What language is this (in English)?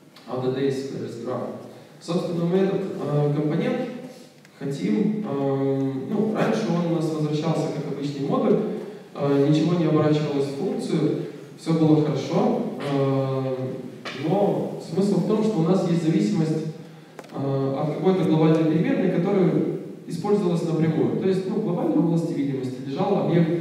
Russian